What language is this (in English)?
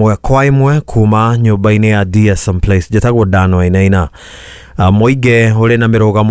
Kikuyu